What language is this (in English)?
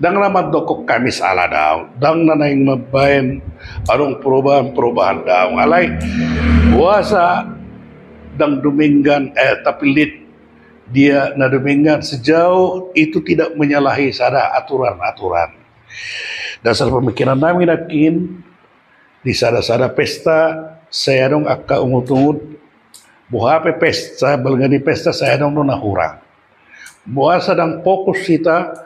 Batak Toba